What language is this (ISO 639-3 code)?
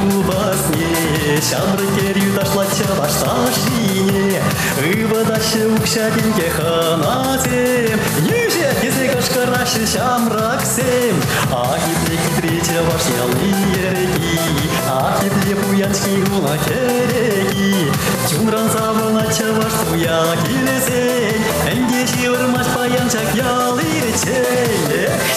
chv